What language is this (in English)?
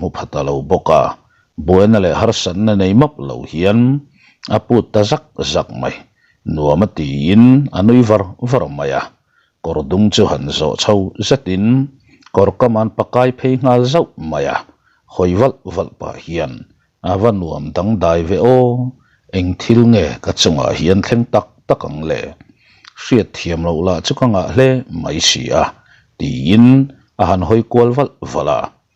Mizo